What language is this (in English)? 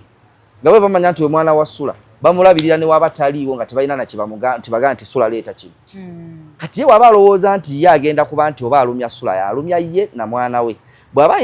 Ganda